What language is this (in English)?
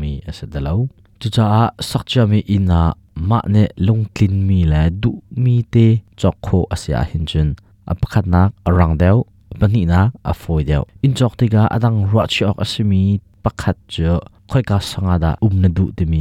Hakha Chin